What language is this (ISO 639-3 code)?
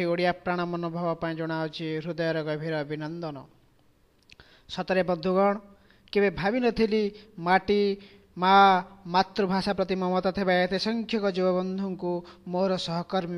ori